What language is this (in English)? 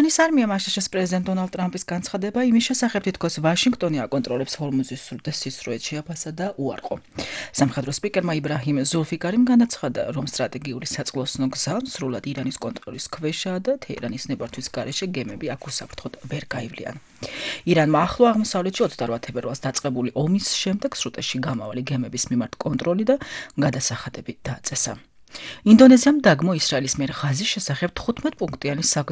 Georgian